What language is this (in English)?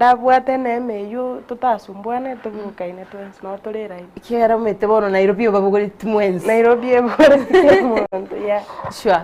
Gusii